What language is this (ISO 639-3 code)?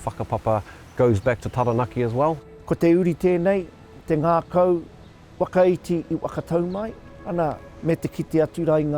mri